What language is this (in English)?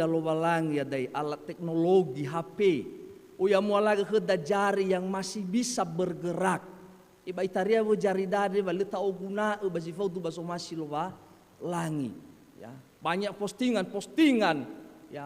Nias